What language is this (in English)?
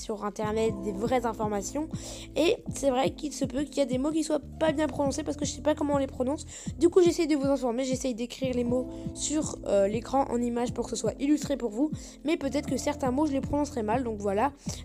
French